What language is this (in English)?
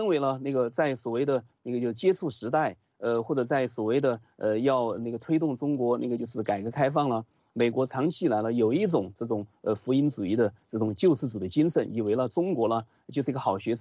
Chinese